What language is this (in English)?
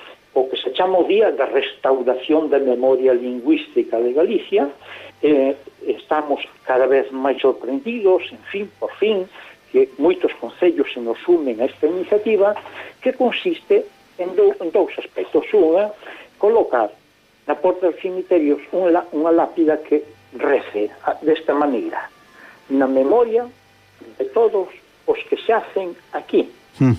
Galician